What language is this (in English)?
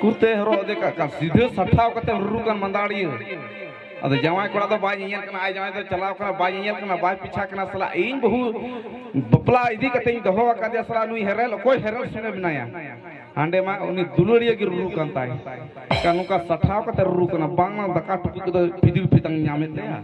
Santali